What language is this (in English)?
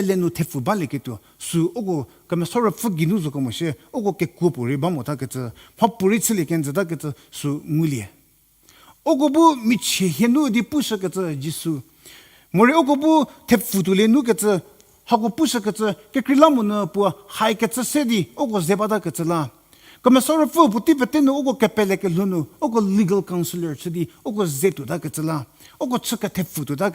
Angami Naga